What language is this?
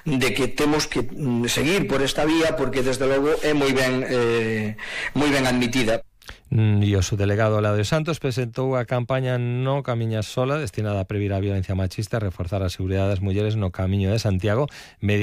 Galician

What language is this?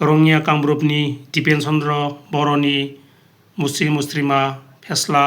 Bodo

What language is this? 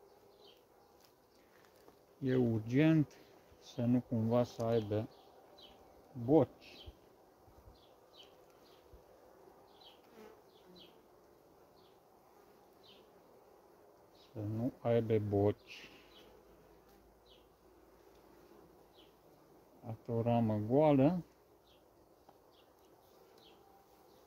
Romanian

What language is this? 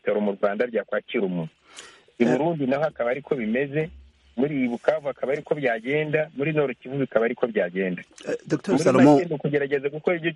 Kinyarwanda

